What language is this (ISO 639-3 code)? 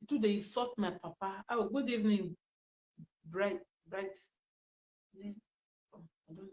pcm